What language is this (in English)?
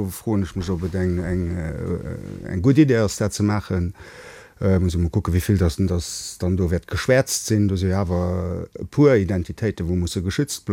Luxembourgish